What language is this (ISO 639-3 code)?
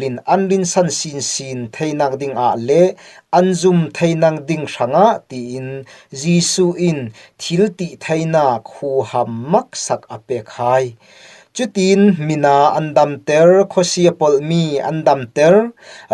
cfm